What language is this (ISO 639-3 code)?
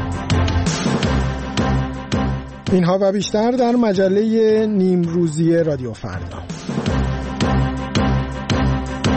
fas